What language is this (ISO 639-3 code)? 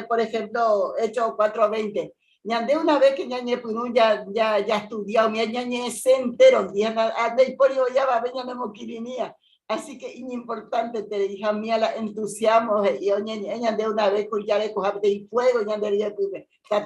grn